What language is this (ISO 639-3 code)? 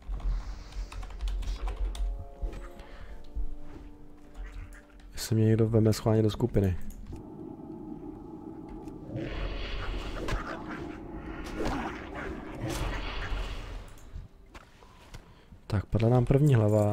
ces